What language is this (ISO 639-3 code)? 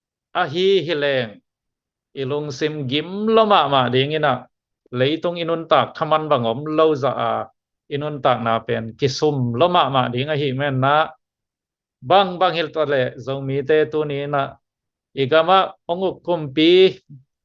ctd